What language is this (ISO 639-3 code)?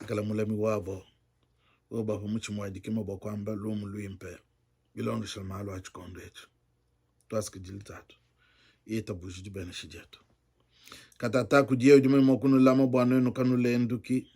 lua